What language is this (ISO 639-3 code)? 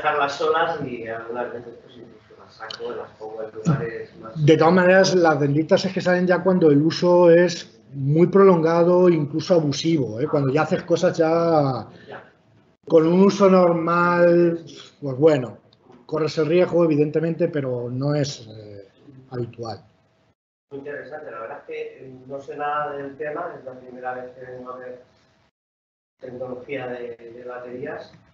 spa